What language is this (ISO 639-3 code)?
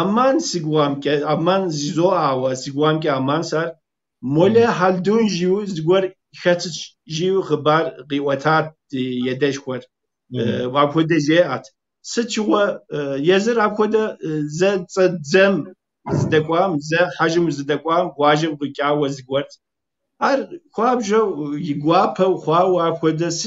kbd